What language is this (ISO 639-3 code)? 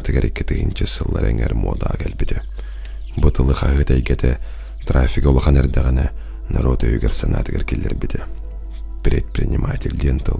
sah